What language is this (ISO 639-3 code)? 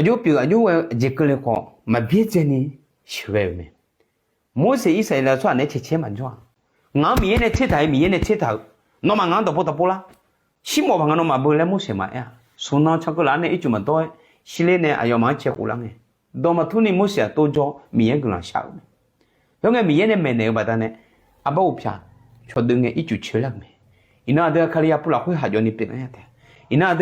ahk